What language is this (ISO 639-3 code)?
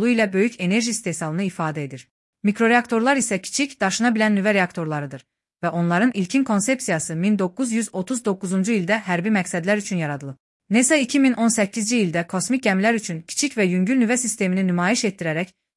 aze